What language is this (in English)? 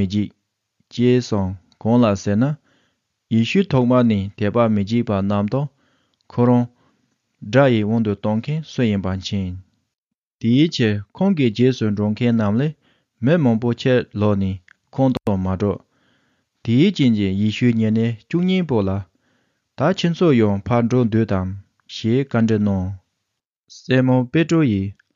Tibetan